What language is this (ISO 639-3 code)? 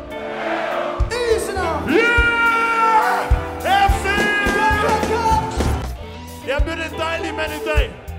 dan